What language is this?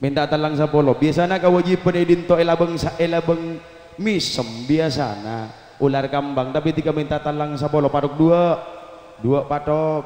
Madurese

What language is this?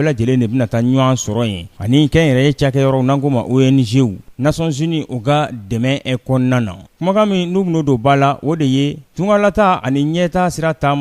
Bambara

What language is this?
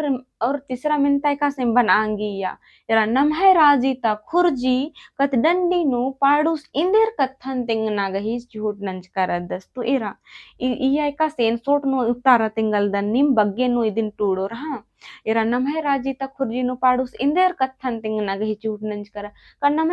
Kurukh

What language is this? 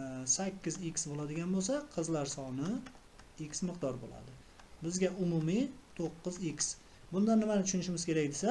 Uzbek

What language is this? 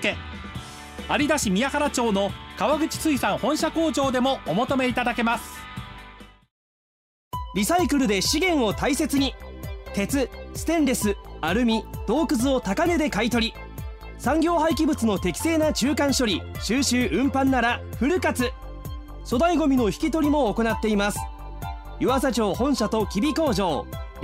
Japanese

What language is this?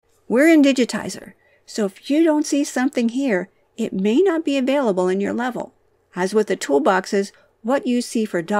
English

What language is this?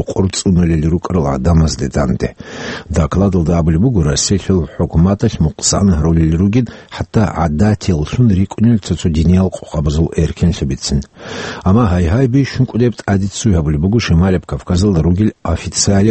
Avaric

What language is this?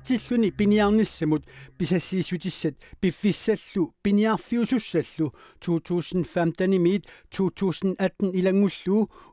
Kalaallisut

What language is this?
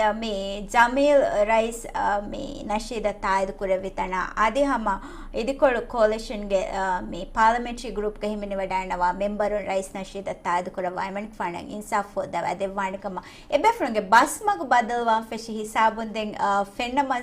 Divehi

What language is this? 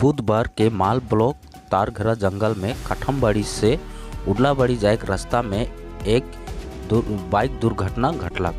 Sadri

